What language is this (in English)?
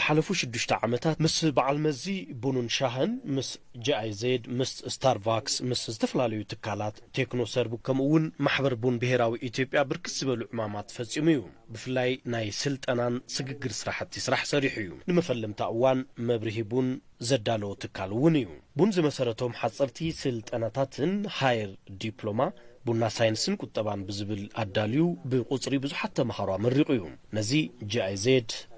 Tigrinya